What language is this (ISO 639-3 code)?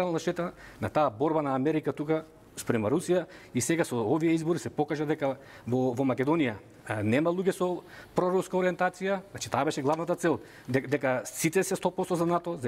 mkd